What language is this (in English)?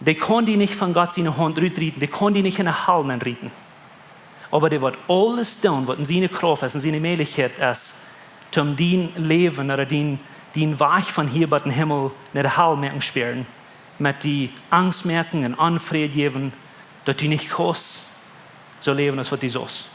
Plautdietsch